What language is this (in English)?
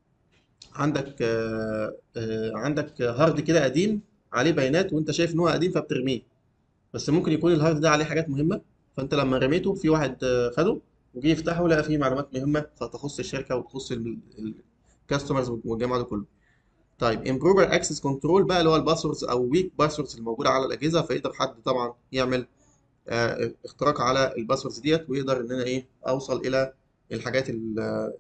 Egyptian Arabic